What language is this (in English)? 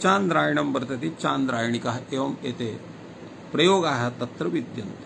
Sanskrit